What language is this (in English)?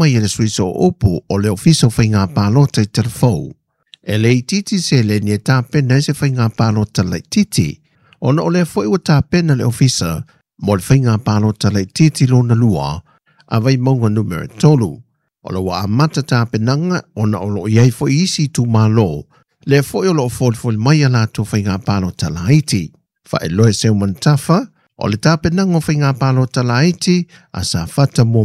Samoan